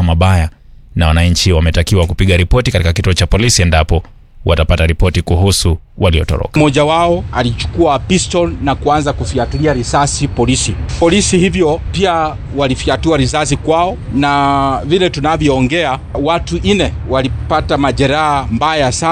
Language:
Swahili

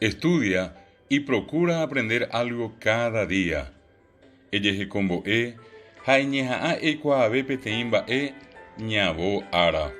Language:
Guarani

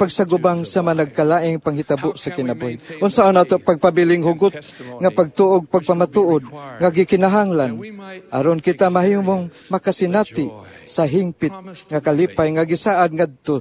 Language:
Cebuano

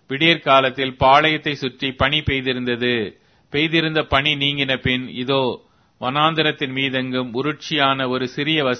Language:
Tamil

